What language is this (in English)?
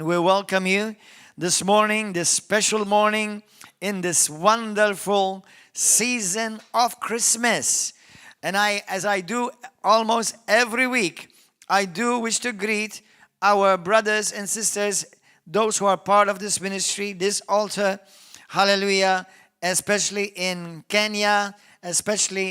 English